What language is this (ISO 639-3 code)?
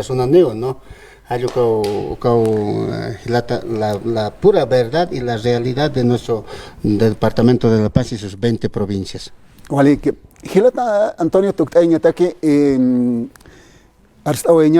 aym